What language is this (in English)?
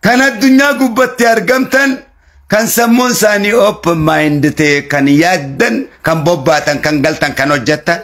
Oromo